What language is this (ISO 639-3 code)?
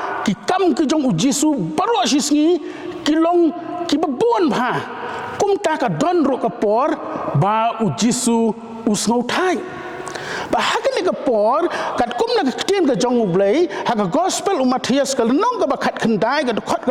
kha